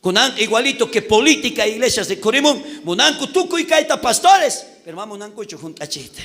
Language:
South Bolivian Quechua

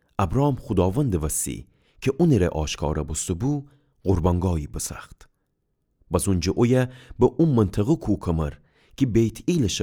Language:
Gilaki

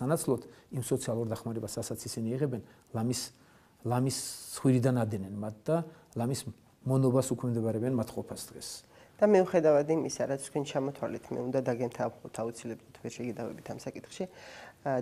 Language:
Georgian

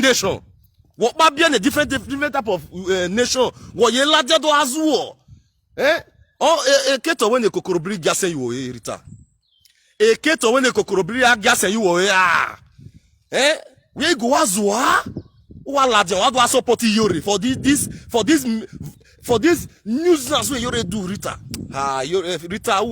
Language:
Nigerian Pidgin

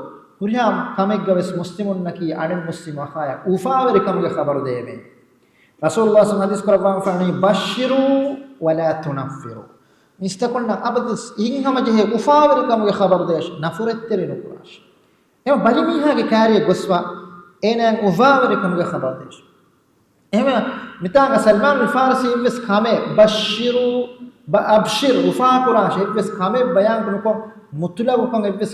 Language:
Divehi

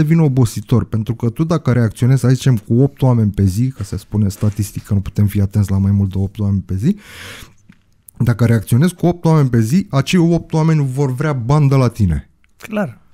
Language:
Romanian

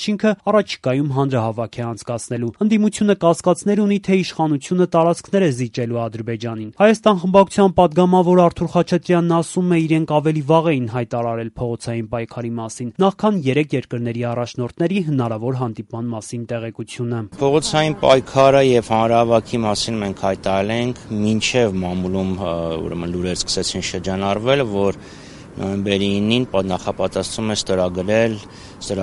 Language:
Armenian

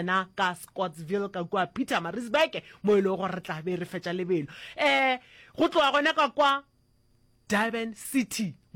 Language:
Northern Sotho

